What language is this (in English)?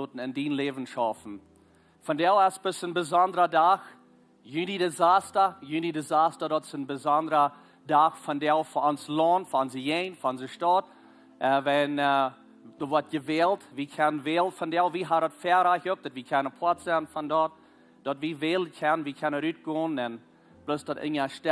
Plautdietsch